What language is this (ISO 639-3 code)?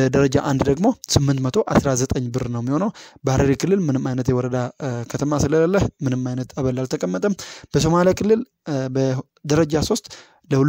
amh